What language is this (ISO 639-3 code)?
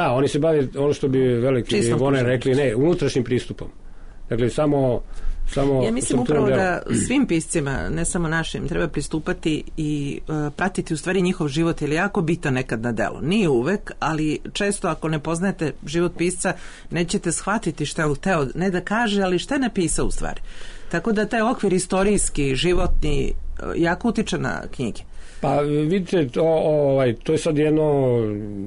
srp